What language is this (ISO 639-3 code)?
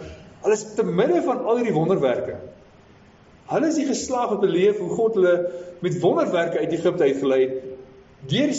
afr